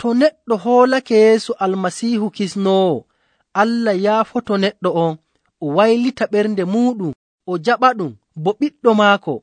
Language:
Nigerian Fulfulde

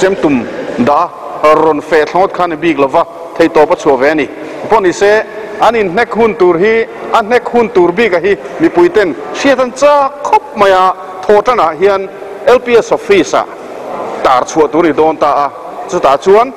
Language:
Mizo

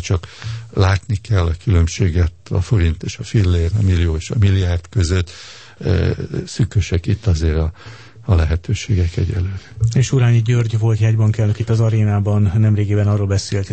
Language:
Hungarian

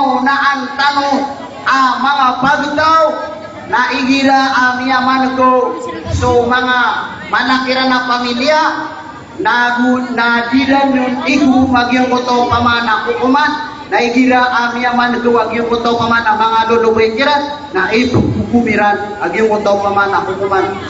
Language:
Maranao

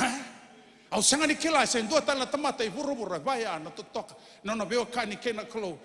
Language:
Fijian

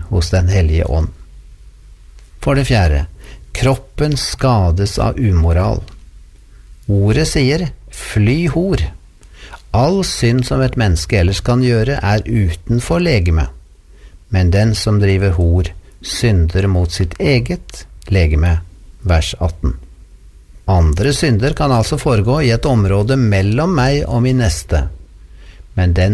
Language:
Norwegian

